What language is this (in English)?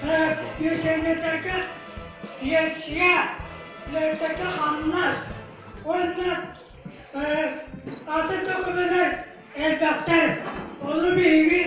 Yakut